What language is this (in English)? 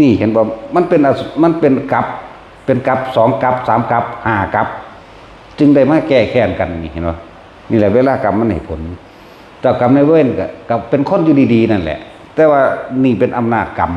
Northeastern Thai